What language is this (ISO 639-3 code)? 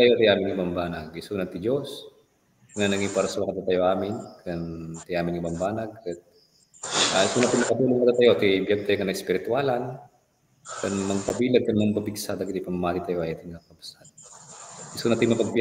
ilo